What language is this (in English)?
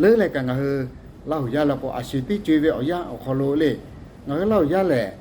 Lahu